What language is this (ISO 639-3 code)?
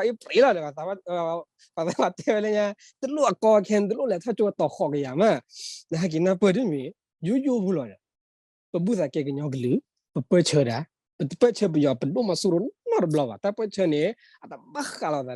ksw